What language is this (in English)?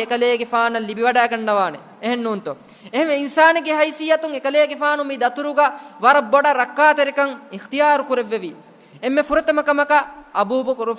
Divehi